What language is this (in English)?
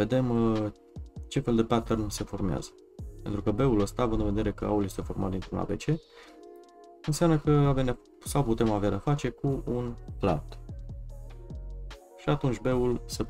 Romanian